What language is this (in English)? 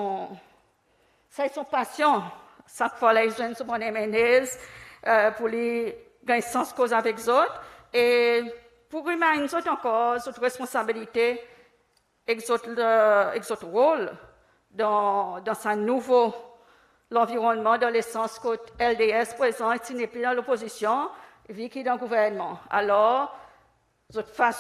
Seselwa Creole French